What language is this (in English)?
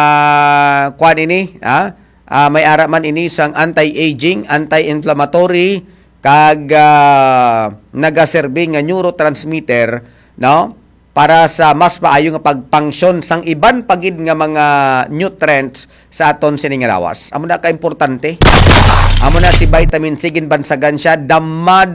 Hiligaynon